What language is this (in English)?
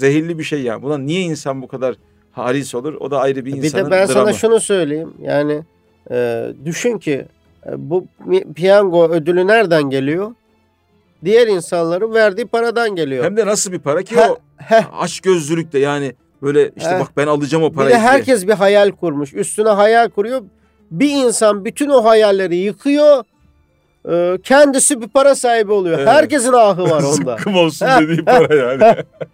Turkish